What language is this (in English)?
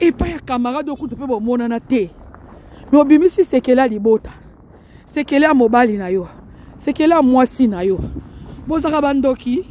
Lingala